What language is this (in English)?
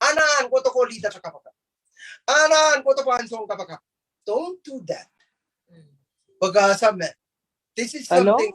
Pohnpeian